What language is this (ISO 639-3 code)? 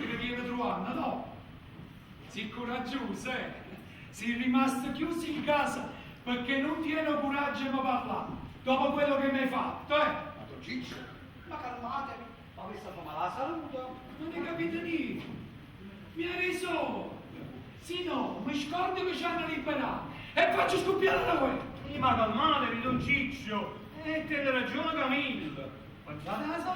nap